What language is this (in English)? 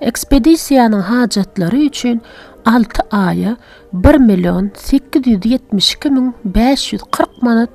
Turkmen